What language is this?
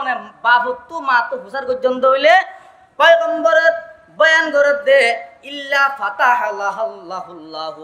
Rohingya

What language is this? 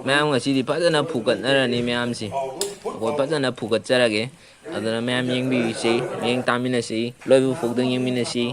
Manipuri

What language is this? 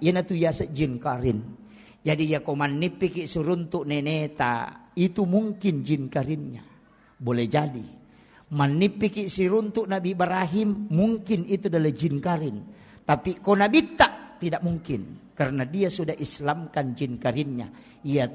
Buginese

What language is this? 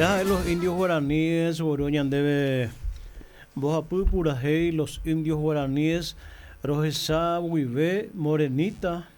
Guarani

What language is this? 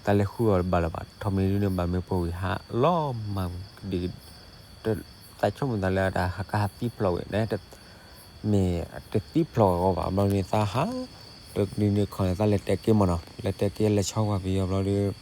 S'gaw Karen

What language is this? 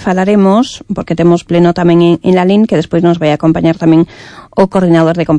Galician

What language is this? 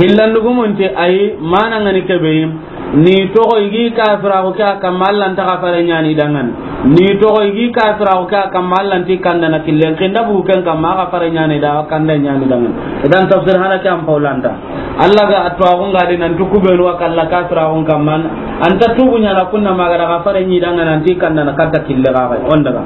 Soninke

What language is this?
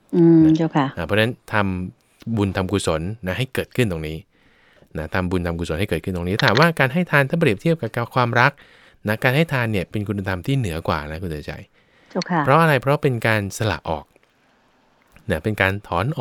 Thai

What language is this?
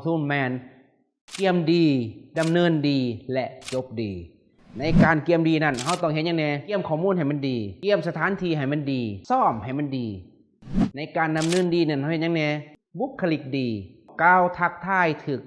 Lao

